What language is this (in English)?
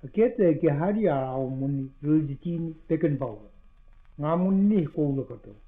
Māori